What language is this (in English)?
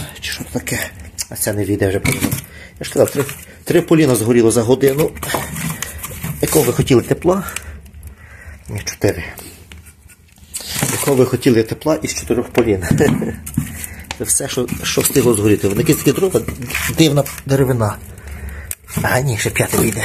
Ukrainian